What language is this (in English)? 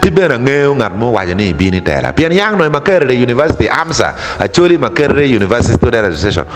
Acoli